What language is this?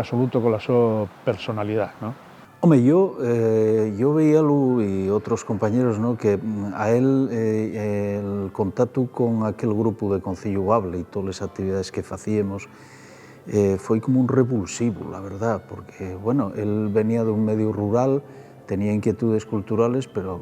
Asturian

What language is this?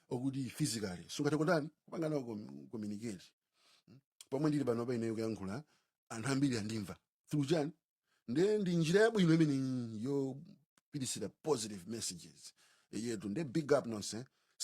Nyanja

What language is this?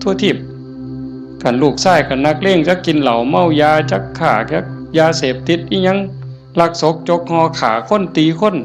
Northeastern Thai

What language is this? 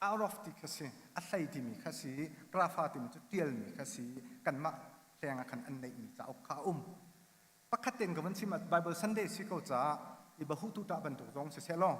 Hakha Chin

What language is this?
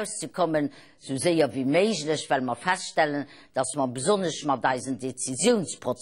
Luxembourgish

